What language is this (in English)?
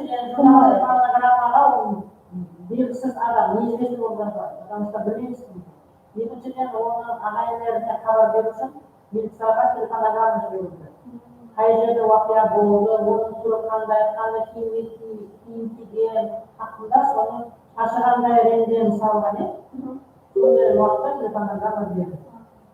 Kara-Kalpak